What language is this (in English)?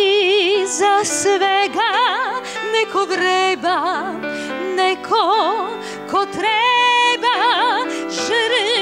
Croatian